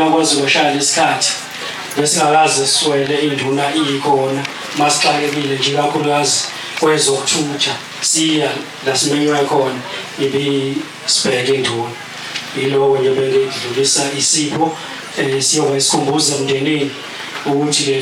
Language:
Zulu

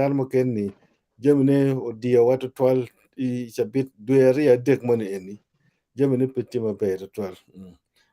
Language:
Acoli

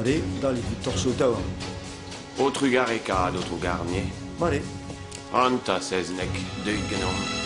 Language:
Breton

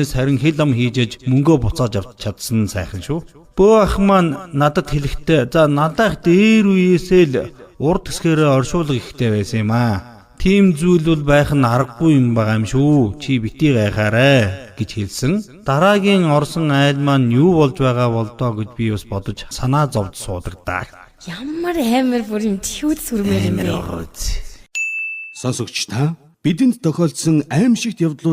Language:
Mongolian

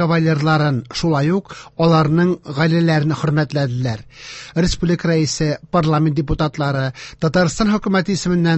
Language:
Tatar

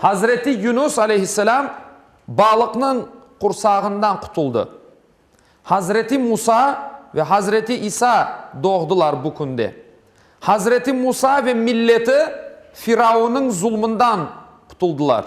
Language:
Crimean Tatar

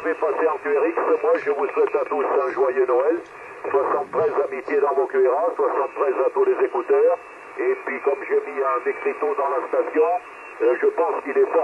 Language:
French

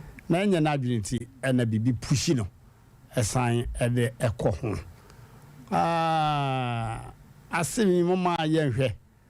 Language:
Akan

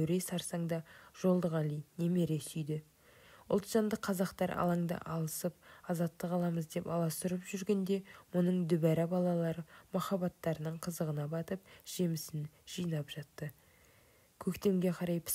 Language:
Kazakh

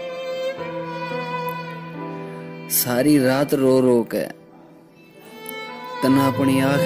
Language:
Hindi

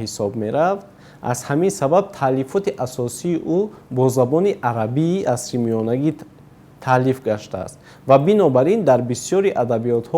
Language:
Tajik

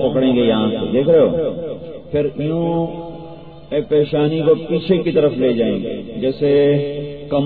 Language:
Urdu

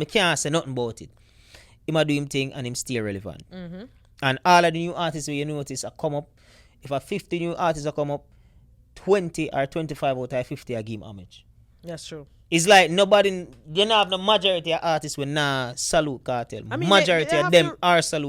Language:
Jamaican Creole English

